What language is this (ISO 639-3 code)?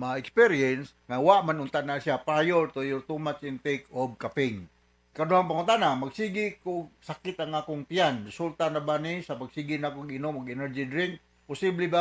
ceb